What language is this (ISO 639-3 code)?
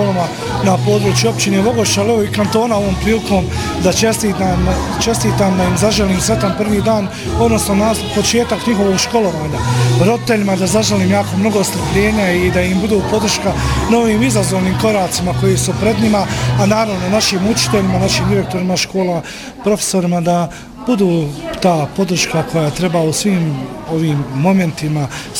bos